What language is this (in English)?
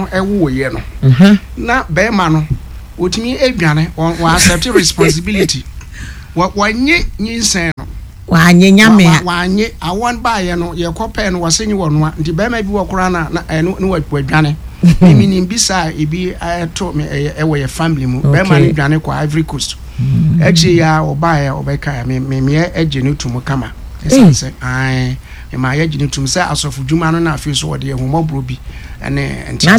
Akan